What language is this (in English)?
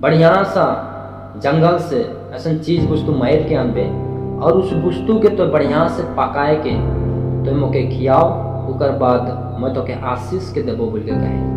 Sadri